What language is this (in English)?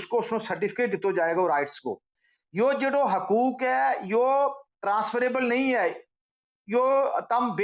Gujari